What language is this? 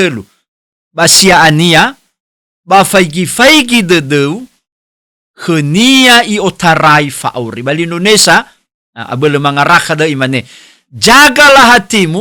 Nias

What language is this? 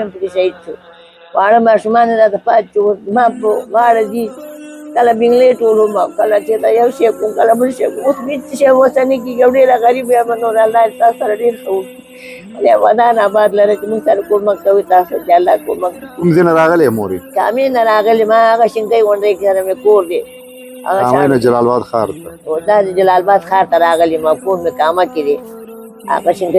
Pashto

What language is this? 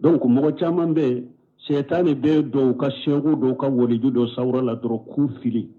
Bambara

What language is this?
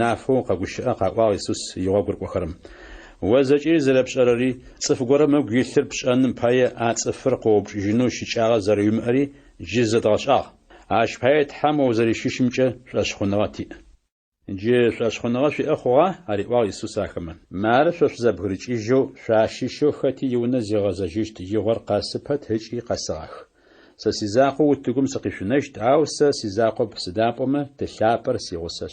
Adyghe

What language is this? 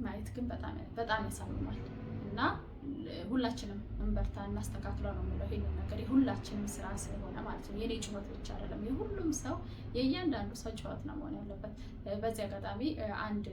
Amharic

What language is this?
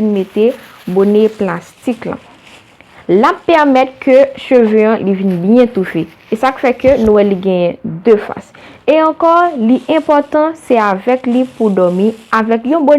Haitian Creole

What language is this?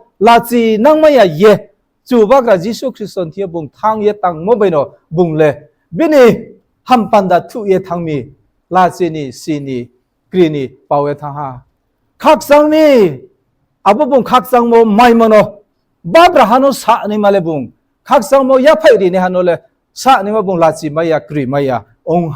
Riang (India)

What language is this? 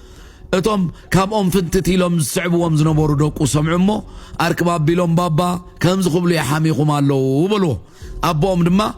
Tigrinya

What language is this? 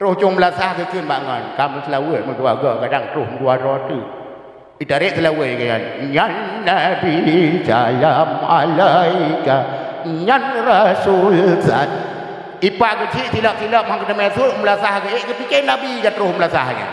Achinese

